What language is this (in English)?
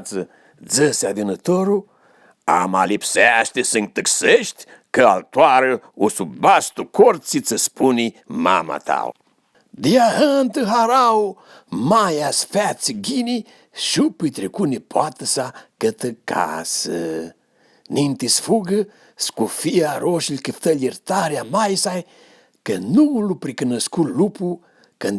Aromanian